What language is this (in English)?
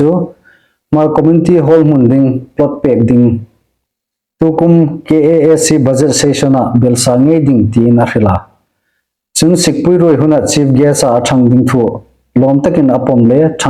Hmar